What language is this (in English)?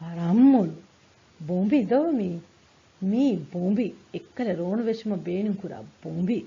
Divehi